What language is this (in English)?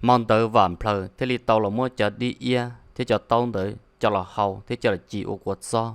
Hmong